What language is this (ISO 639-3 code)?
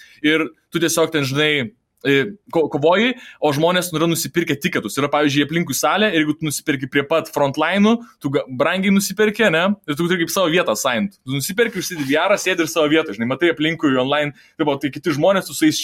lit